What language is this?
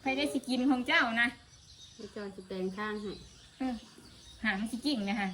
Northeastern Thai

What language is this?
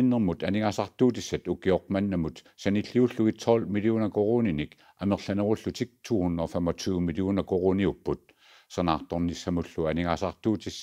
Kalaallisut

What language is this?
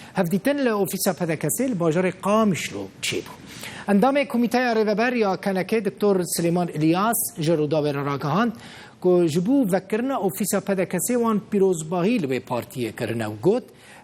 Kurdish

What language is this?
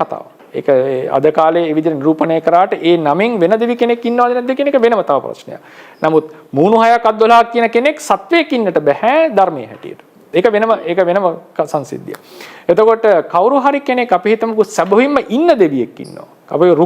Sinhala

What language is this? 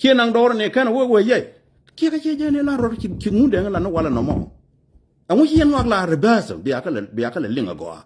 Nuer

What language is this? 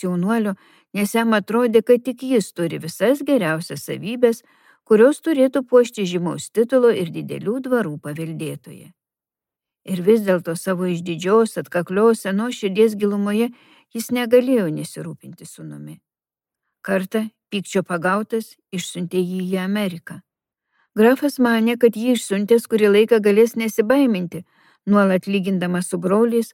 Lithuanian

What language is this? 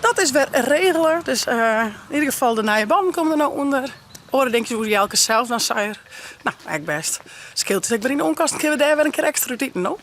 Western Frisian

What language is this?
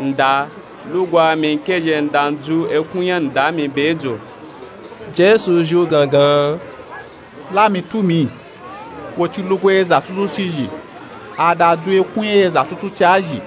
Nupe-Nupe-Tako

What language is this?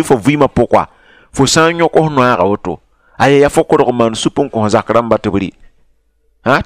Mossi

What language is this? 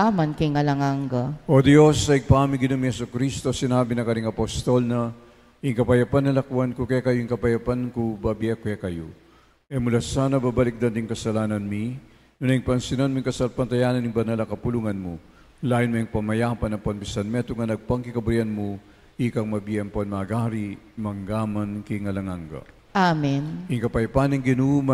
Pampanga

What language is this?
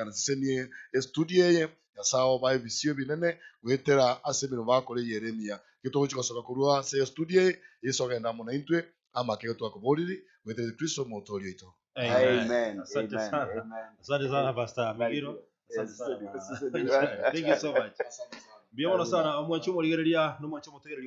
Gusii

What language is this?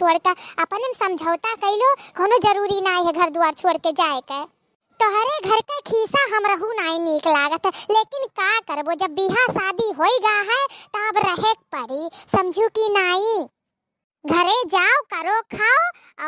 Awadhi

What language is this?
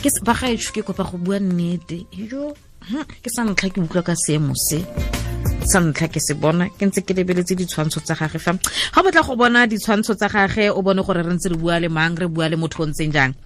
Tswana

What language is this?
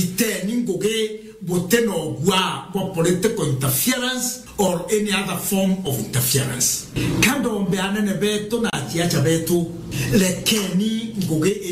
Meru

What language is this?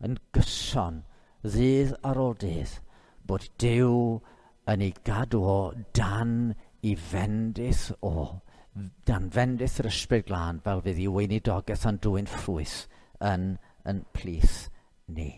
Welsh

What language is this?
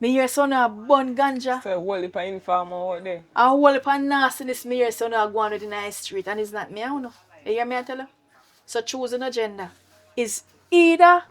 Jamaican Creole English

